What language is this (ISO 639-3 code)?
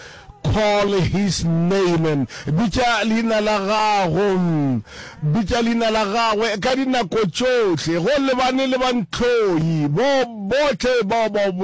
nso